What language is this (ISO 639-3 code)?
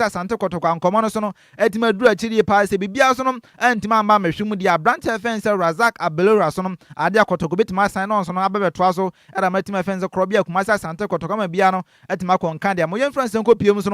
aka